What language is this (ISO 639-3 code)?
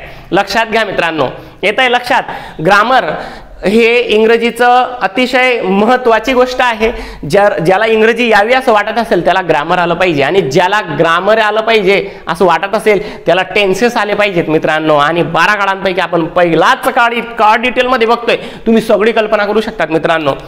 mar